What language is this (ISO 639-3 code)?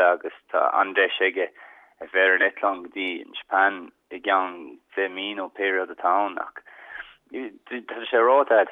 gle